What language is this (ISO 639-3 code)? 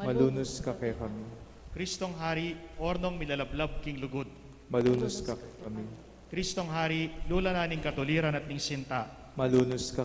pam